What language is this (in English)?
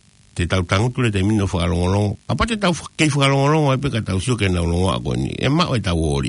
Tongan